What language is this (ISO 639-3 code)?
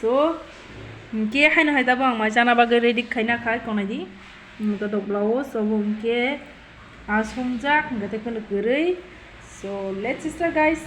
trp